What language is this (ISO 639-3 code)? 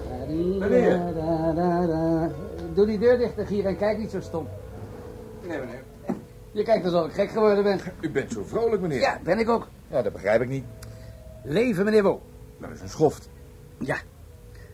nld